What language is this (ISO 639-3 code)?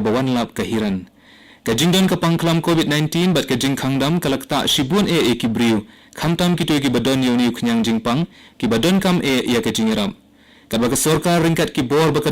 kha